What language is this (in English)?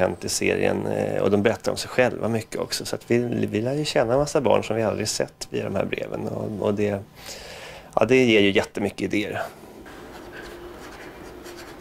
Swedish